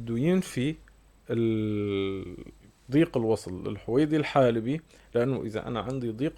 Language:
North Levantine Arabic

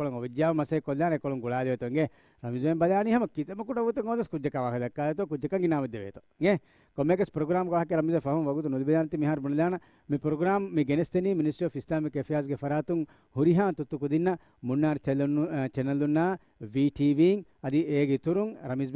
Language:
Divehi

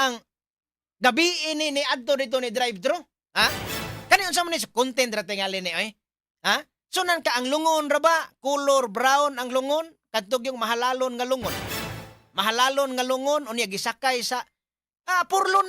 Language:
Cebuano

